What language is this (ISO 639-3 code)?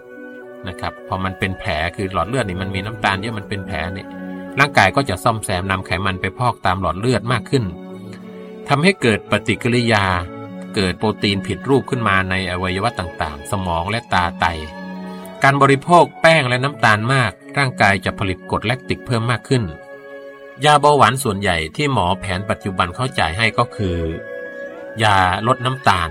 tha